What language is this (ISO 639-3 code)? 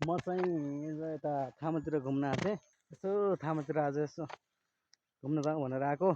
nep